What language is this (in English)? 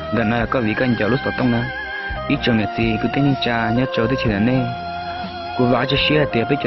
Hmong